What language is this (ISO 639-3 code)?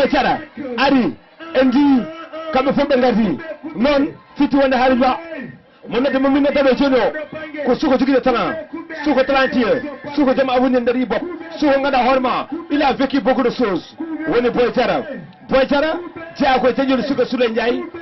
ful